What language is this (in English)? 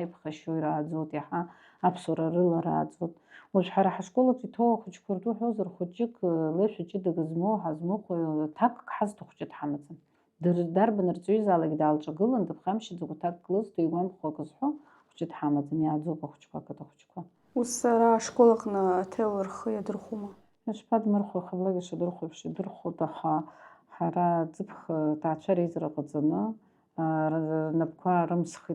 Abkhazian